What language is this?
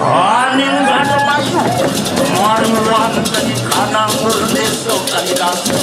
Balinese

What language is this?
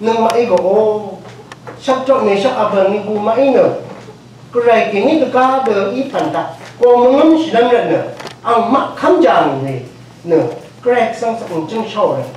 Rawang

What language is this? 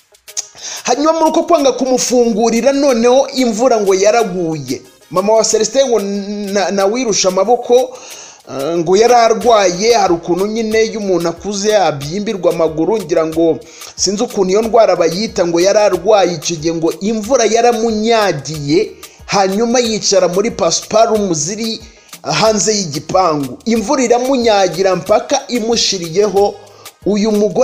Kinyarwanda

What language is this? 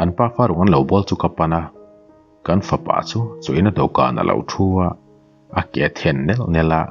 Mizo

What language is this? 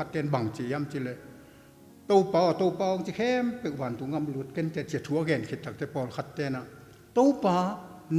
Tedim Chin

